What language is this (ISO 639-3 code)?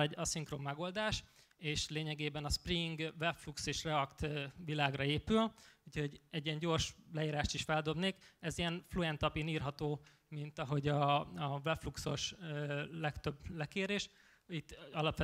hun